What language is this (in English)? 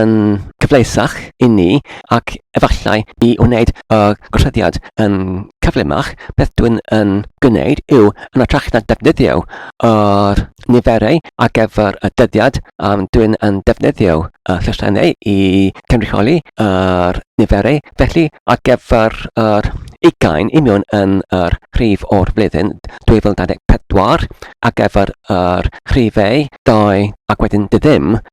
Welsh